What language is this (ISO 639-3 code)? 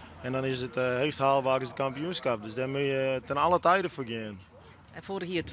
fry